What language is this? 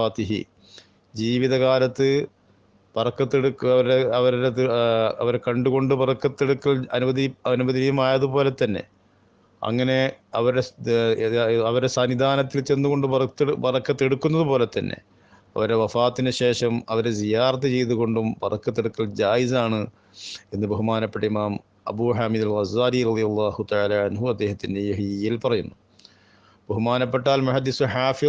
Malayalam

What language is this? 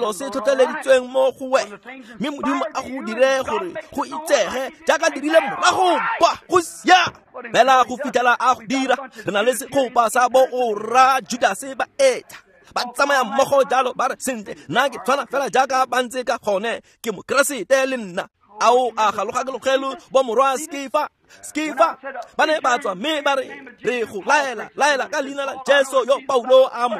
Tswana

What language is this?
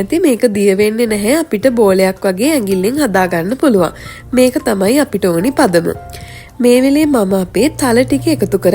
Sinhala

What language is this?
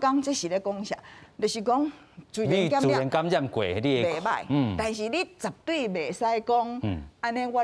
Min Nan Chinese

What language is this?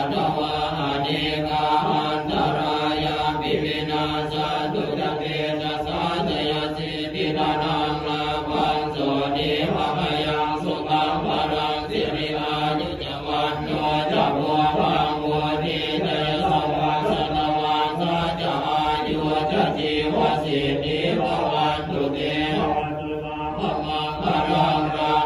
Pali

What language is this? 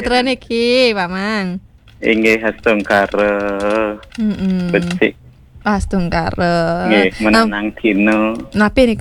Balinese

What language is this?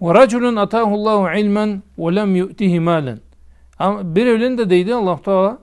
Karachay-Balkar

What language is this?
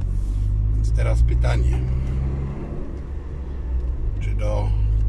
Polish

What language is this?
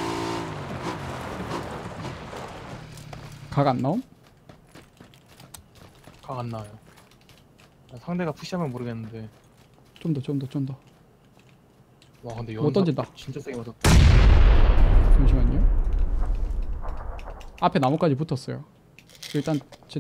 Korean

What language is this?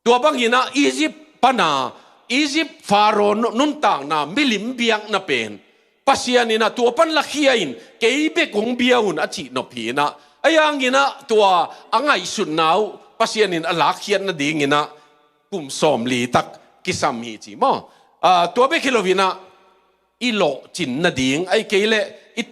Tedim Chin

